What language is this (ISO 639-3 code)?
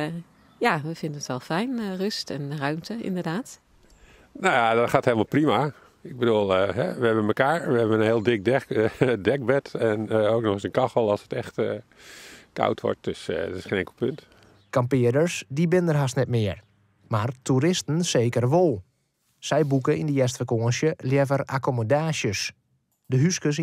fry